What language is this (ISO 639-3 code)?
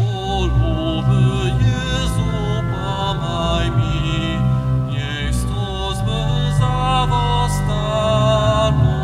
hsb